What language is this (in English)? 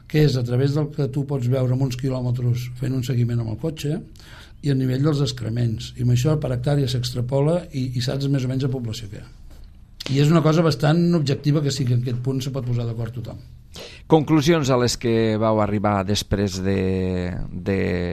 Catalan